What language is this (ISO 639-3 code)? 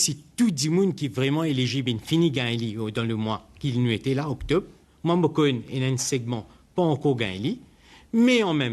mfe